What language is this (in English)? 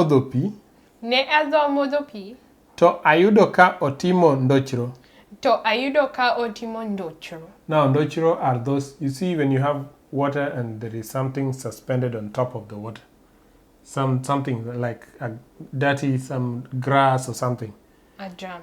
Luo (Kenya and Tanzania)